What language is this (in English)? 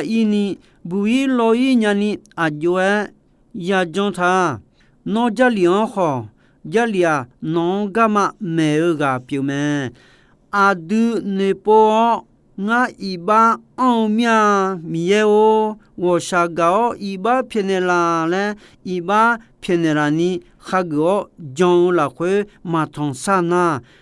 Akha